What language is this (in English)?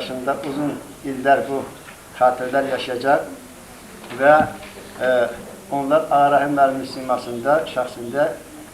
Azerbaijani